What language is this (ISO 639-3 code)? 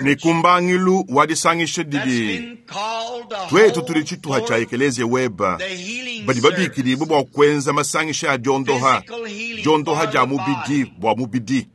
lua